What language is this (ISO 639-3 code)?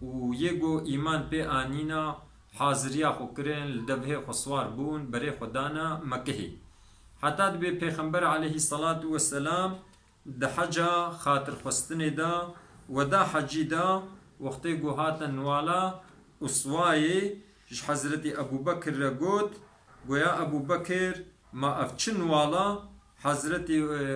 kur